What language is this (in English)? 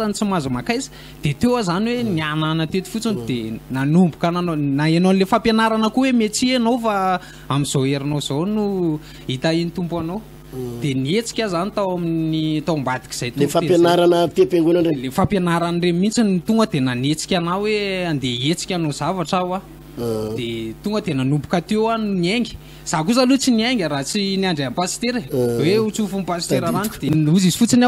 Malagasy